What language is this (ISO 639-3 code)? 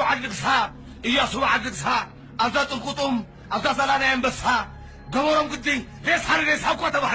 tir